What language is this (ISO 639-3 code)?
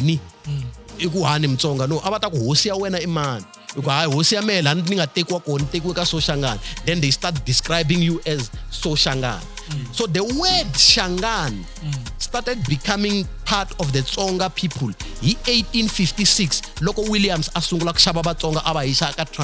tso